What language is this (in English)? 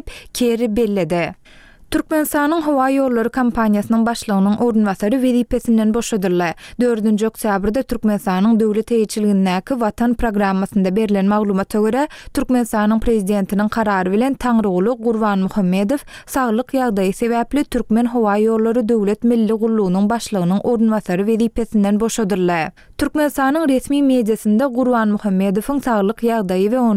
Turkmen